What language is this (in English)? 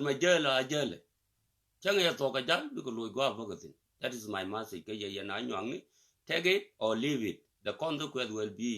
Nuer